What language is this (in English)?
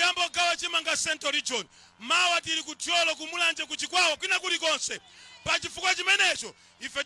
Nyanja